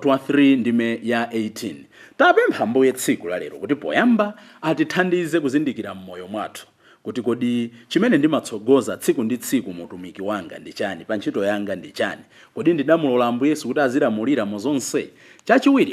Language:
Nyanja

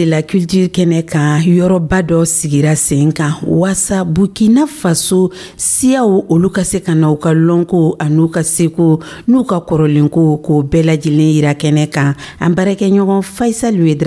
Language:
Dyula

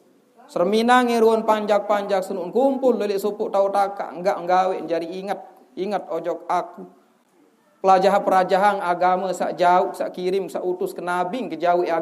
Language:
Sasak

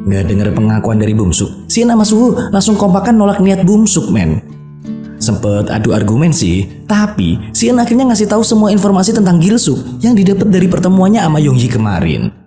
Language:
Indonesian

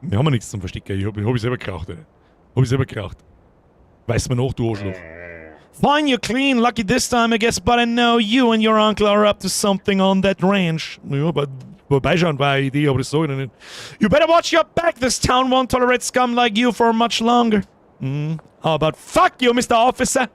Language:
Bavarian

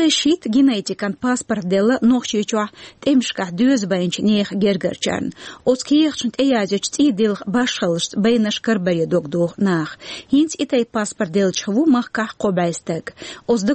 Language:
Chechen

